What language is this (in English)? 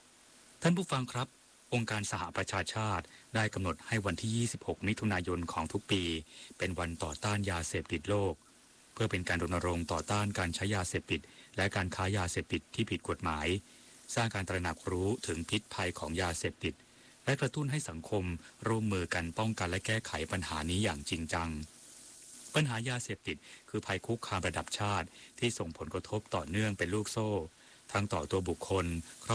Thai